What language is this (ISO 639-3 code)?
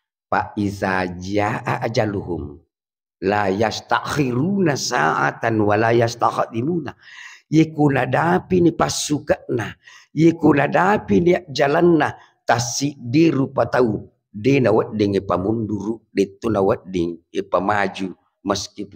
bug